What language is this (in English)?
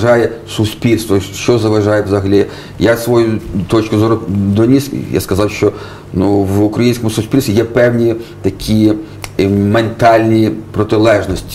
Ukrainian